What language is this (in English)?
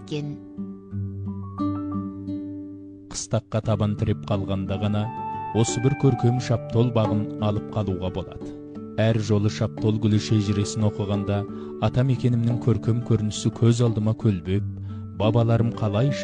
Kazakh